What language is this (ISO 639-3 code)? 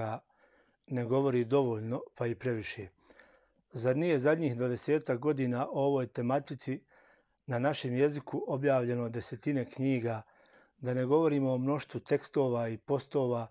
bos